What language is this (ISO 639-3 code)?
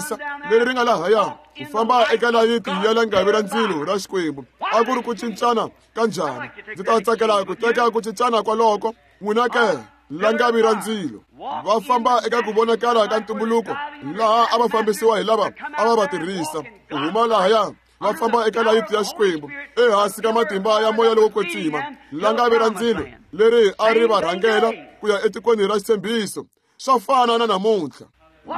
tso